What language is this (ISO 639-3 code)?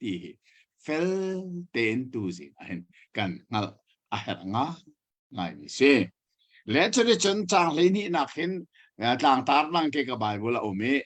cnh